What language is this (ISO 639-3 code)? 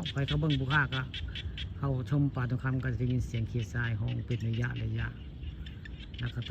tts